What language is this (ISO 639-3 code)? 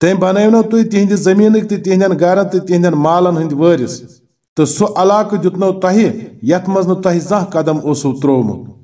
kas